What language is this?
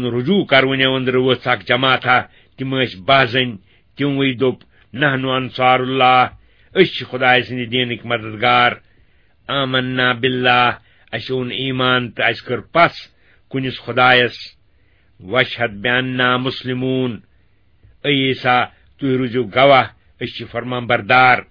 Kashmiri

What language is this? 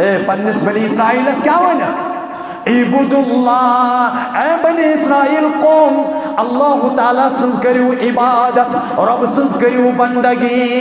Kashmiri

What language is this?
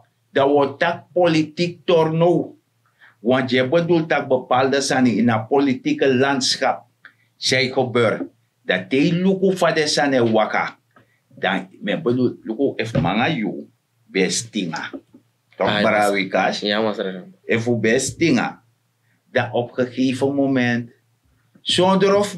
Sranan Tongo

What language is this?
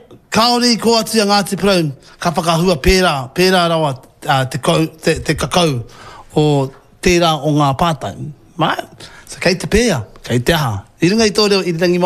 Māori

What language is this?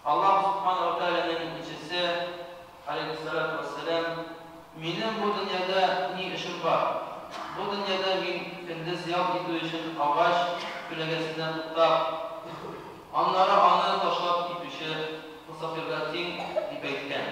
Tatar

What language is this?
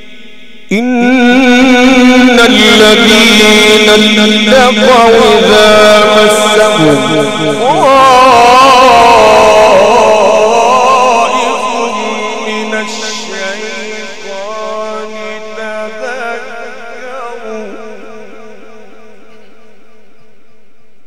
Arabic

